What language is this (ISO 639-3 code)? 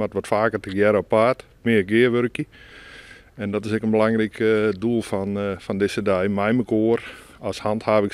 fry